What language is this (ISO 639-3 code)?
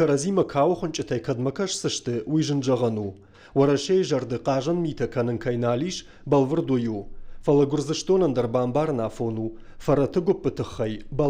oss